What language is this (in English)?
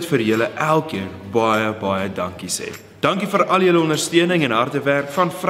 Afrikaans